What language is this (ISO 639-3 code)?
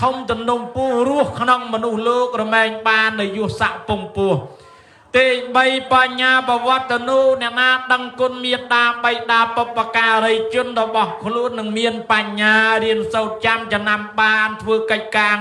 khm